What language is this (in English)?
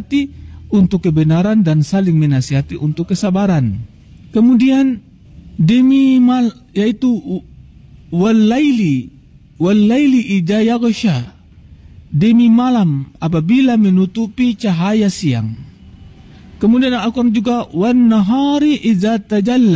Indonesian